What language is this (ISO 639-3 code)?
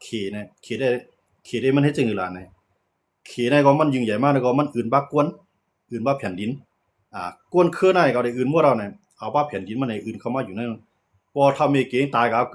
shn